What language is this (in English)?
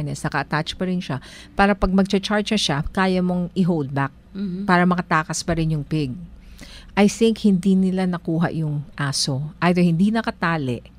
Filipino